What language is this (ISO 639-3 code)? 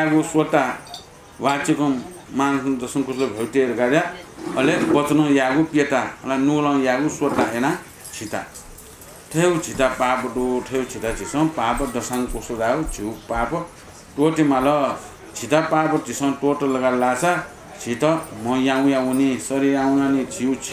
new